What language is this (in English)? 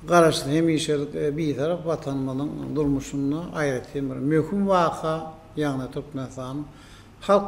Turkmen